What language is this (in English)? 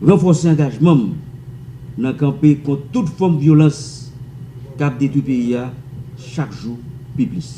Haitian Creole